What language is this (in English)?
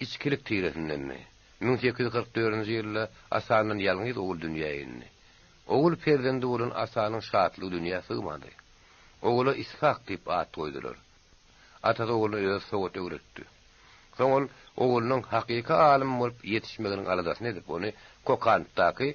Turkmen